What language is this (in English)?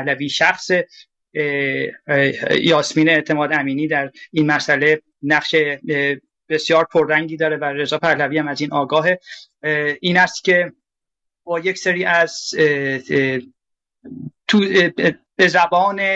Persian